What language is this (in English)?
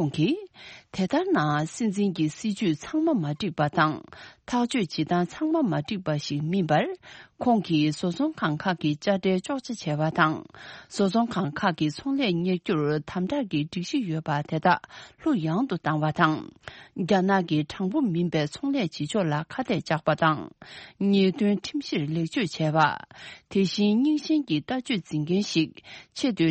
Tibetan